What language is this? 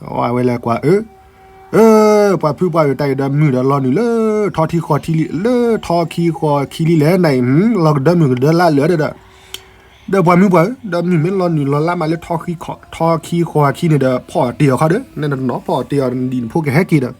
S'gaw Karen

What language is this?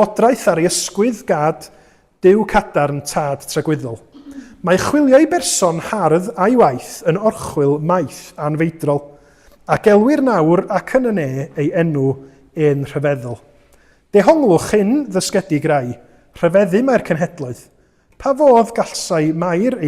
Welsh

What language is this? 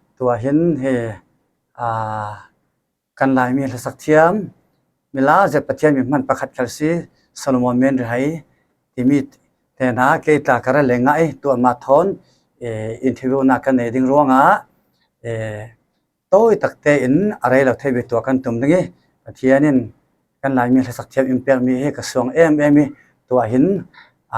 Falam Chin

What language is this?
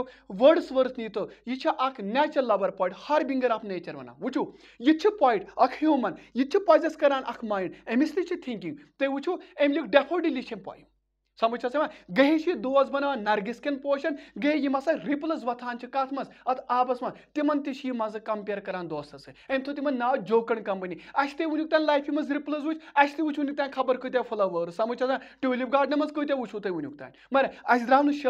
Kashmiri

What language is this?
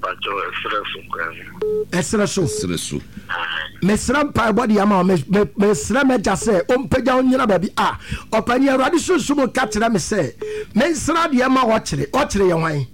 Akan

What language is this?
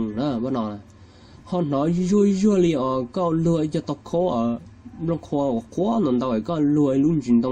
Hmong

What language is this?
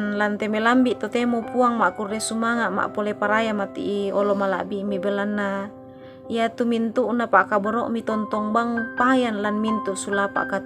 Toraja-Sa'dan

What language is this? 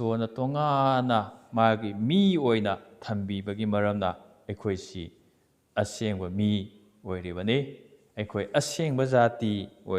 Manipuri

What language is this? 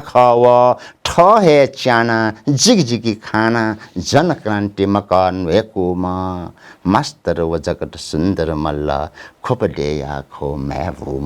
Newari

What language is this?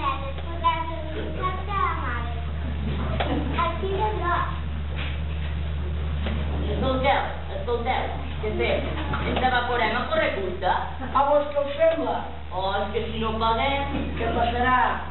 Catalan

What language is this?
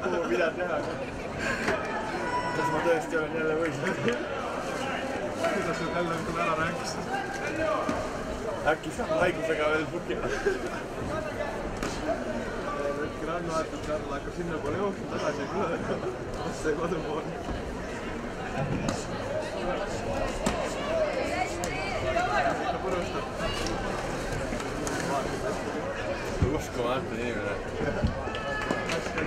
Estonian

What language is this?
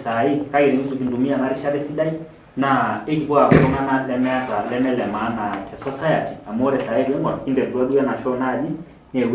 Masai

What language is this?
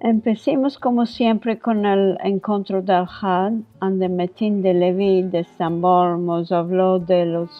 Ladino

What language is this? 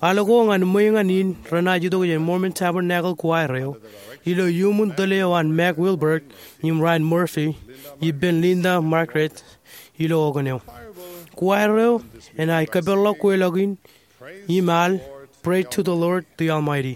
Marshallese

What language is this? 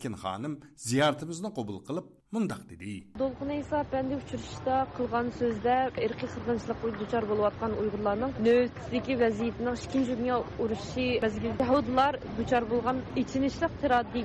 Uyghur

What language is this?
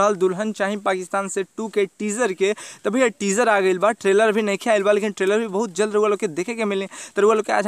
Bhojpuri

